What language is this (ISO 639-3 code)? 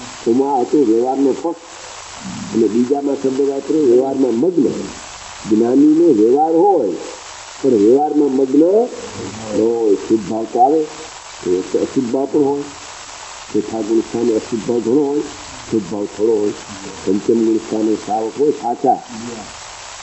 guj